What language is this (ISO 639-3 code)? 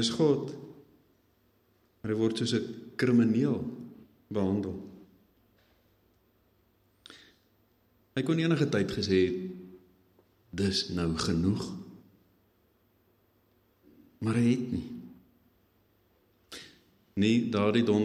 afr